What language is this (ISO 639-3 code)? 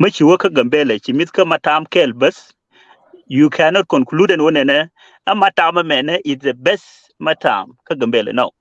nus